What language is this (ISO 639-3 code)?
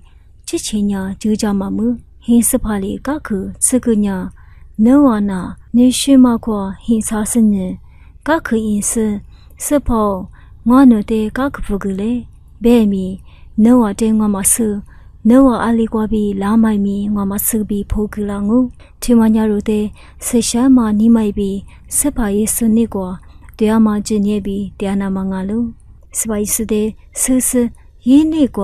lis